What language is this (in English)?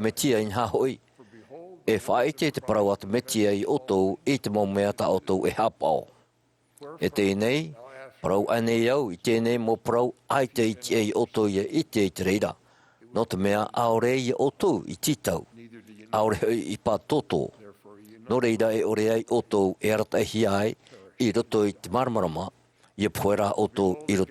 Tahitian